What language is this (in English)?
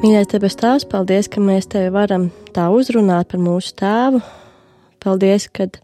Latvian